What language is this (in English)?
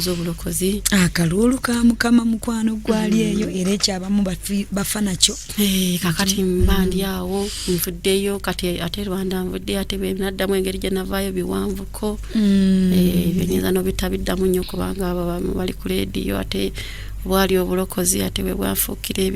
Ganda